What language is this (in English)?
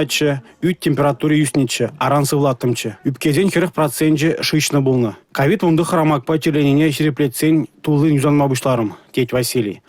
Chuvash